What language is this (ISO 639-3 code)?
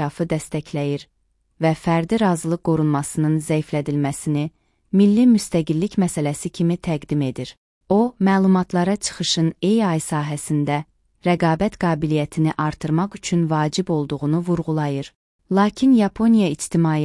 aze